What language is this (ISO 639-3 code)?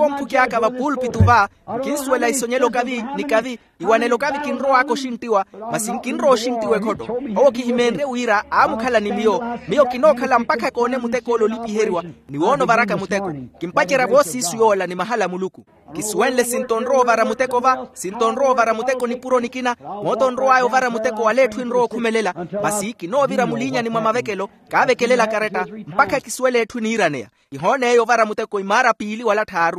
vmw